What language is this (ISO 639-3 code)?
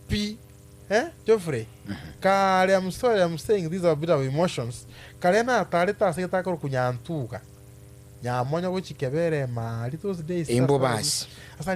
guz